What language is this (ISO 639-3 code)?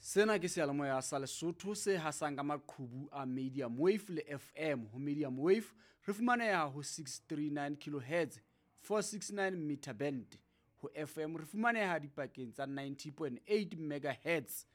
sot